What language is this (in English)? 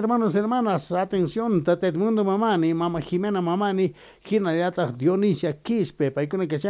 Quechua